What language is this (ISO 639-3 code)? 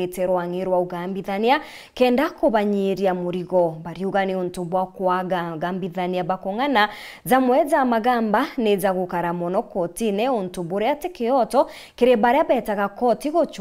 mer